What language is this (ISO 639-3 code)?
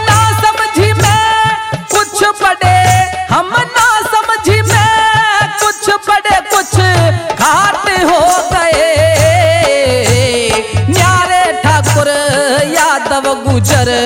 hin